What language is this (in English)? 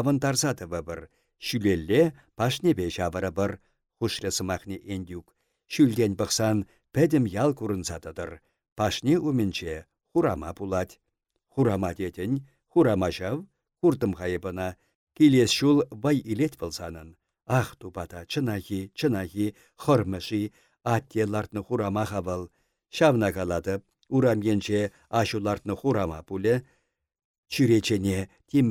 Chuvash